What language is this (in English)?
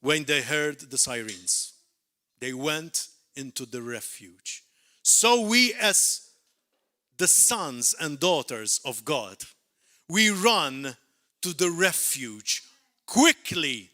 English